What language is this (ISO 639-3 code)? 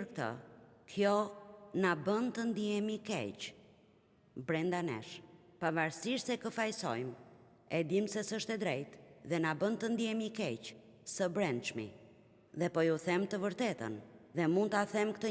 sqi